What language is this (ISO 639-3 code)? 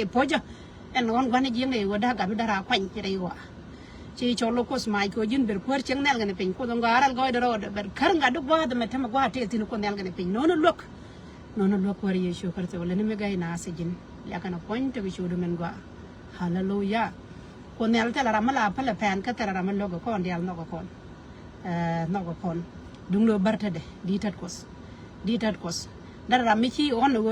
nus